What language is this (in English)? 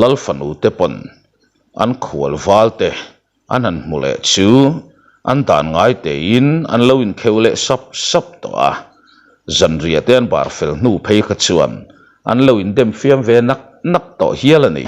Mizo